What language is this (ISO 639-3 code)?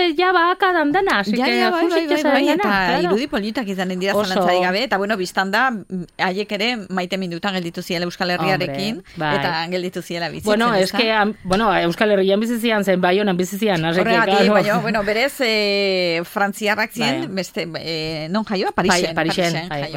eus